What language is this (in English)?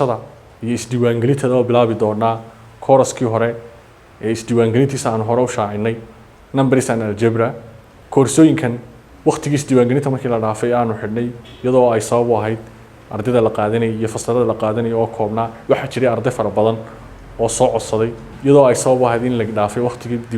Somali